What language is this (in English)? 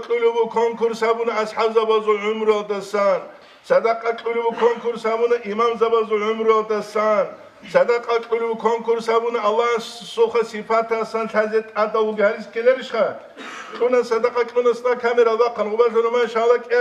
Avaric